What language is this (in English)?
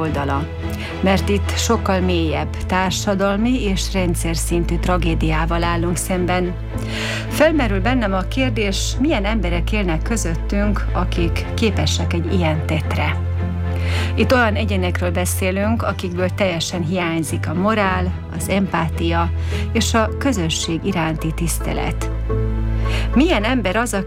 Hungarian